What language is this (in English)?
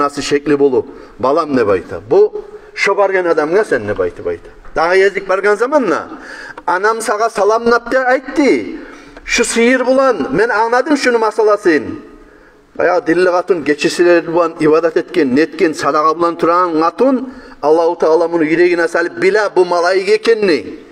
Kumyk